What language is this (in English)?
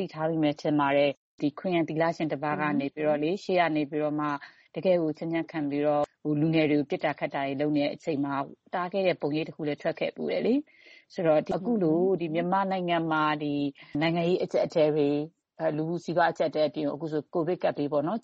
Burmese